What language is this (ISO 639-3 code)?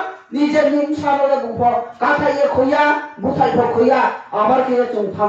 ria